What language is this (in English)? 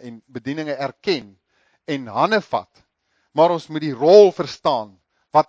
Afrikaans